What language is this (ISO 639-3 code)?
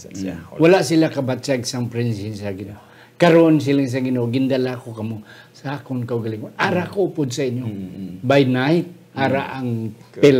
hil